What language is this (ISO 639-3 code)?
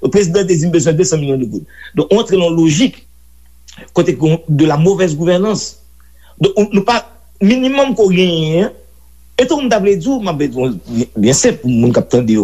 hat